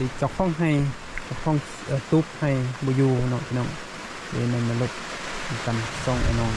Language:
Northeastern Thai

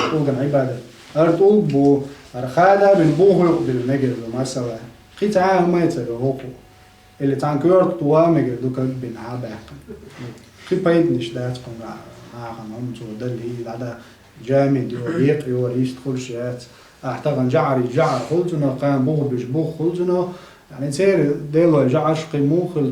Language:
Chechen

